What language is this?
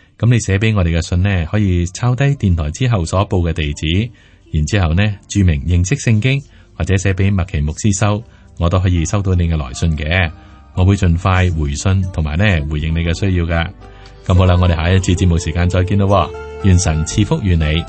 Cantonese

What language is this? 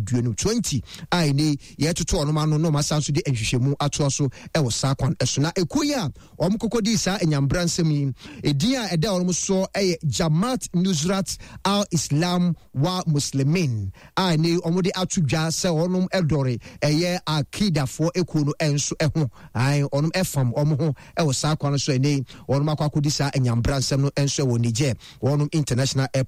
Akan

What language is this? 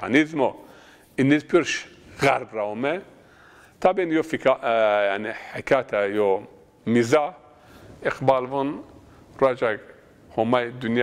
Zaza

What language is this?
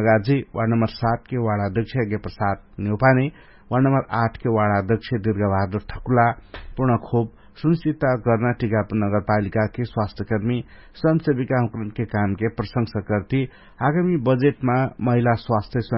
Dangaura Tharu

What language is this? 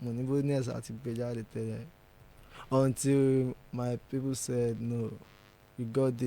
Yoruba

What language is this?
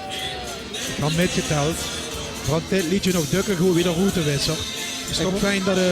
Limburgish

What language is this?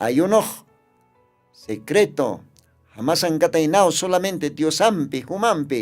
Aymara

